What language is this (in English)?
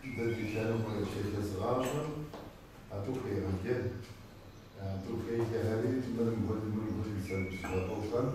Kabardian